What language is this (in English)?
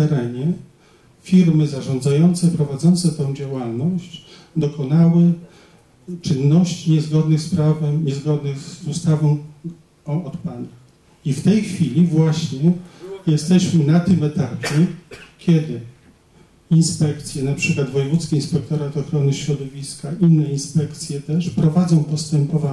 Polish